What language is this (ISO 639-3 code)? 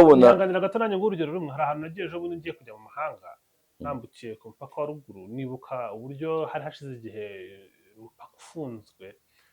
kin